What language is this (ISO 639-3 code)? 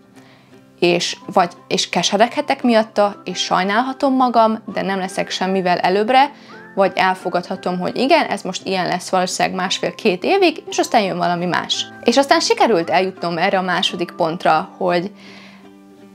hun